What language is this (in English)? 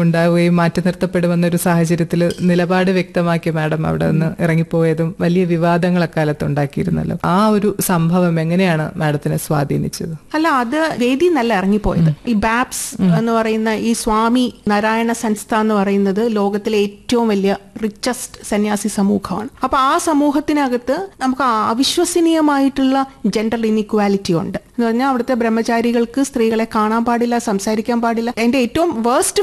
Malayalam